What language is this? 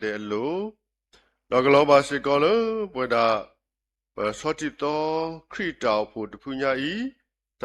S'gaw Karen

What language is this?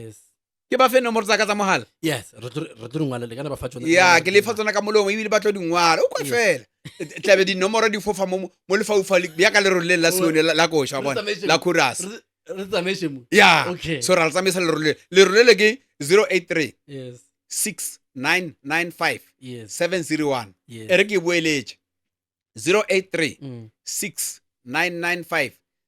Northern Sotho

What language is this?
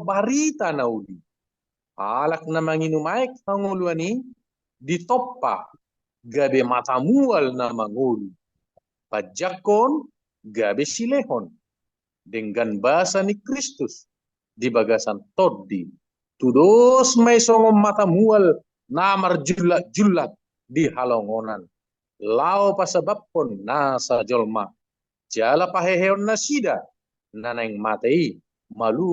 Batak Toba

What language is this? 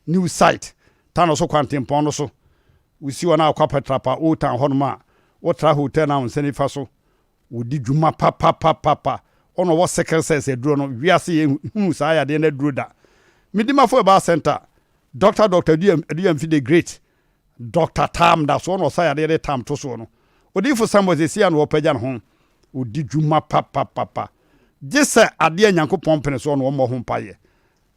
Akan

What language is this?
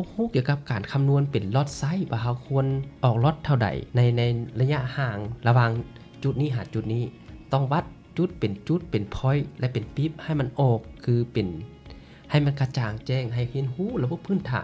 Lao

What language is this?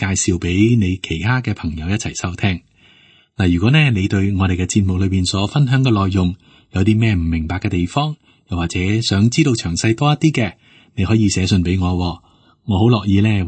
Cantonese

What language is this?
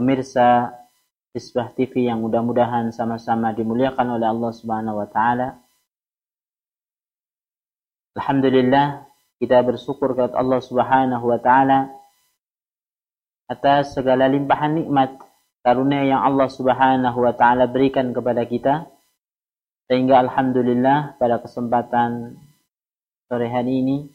Indonesian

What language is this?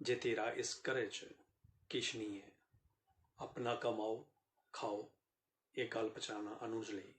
Dogri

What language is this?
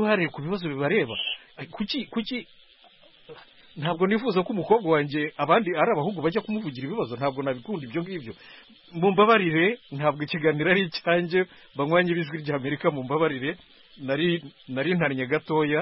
Kinyarwanda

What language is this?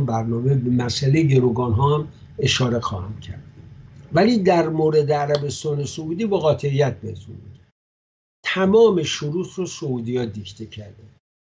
Persian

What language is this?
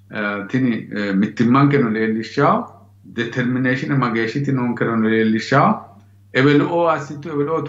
Sidamo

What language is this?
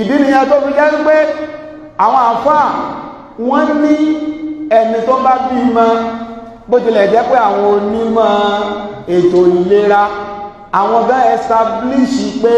Yoruba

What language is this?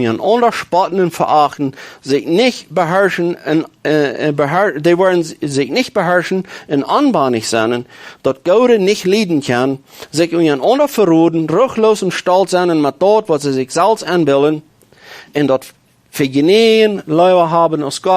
Plautdietsch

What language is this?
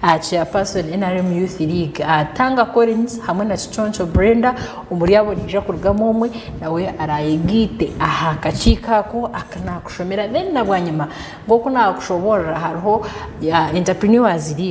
Nyankole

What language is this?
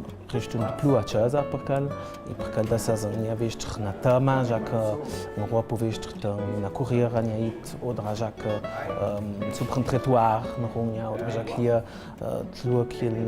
Ladin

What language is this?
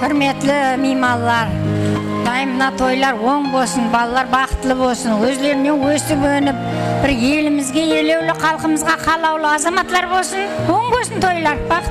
Kara-Kalpak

